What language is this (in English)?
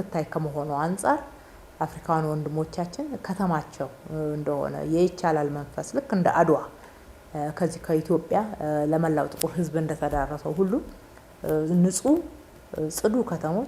Amharic